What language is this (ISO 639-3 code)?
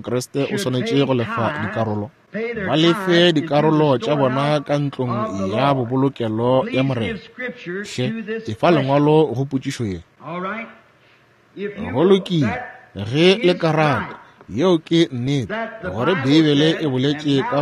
nso